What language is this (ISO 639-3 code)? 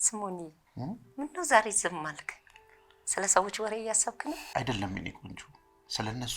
amh